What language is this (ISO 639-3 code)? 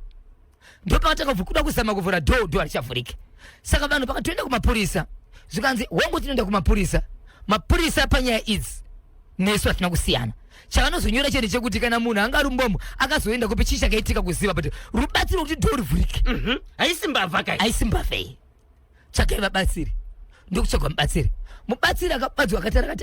sna